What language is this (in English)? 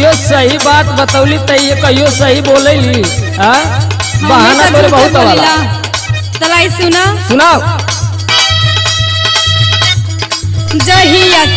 Bhojpuri